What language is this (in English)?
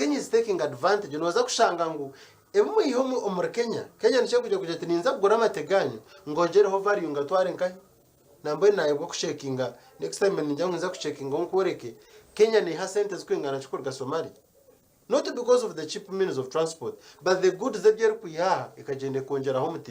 Nyankole